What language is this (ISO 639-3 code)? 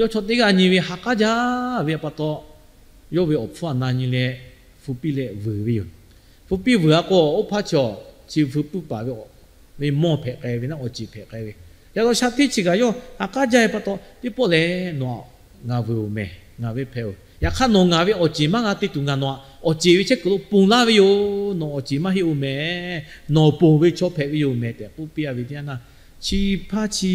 lhu